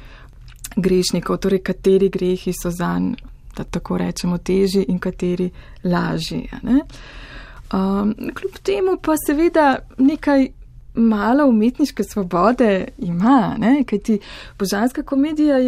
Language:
Slovenian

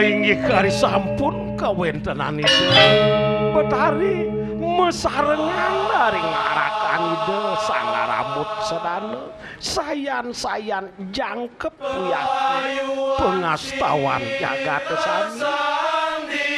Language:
Balinese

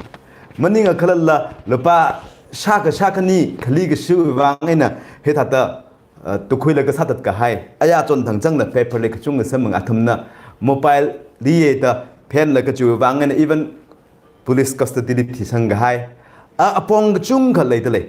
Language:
Tangkhul Naga (India)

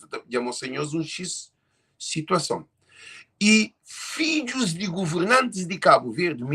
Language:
Kabuverdianu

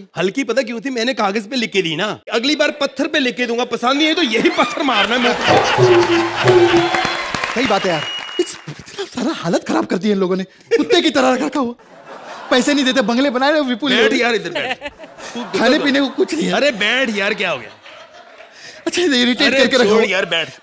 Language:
Hindi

